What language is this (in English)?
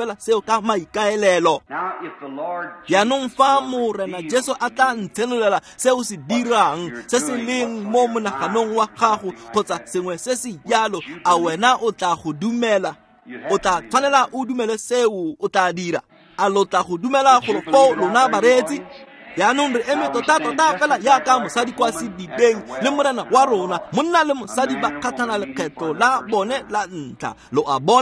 Tswana